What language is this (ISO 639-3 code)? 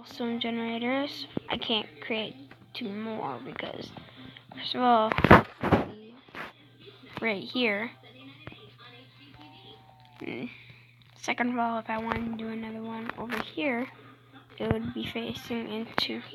eng